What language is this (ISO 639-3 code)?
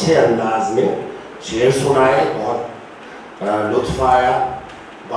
urd